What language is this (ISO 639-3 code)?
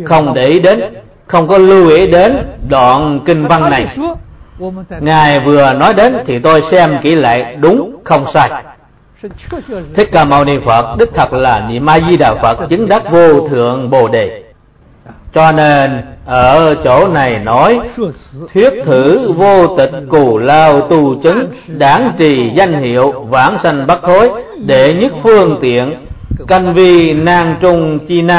vie